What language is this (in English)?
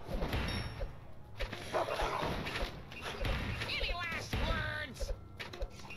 Spanish